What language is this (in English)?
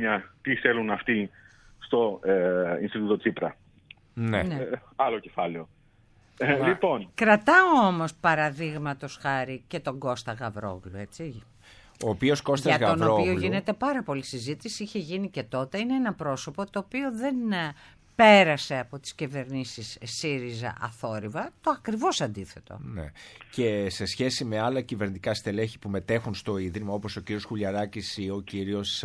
Greek